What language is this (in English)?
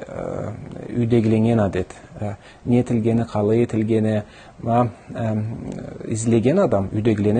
Karachay-Balkar